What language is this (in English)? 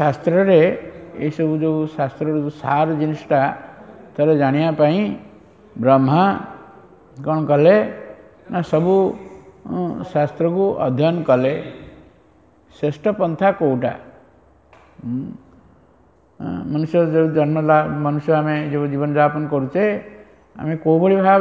Odia